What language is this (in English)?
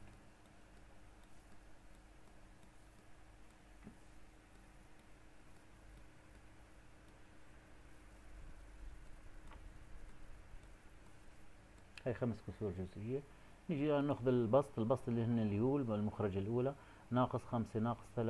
Arabic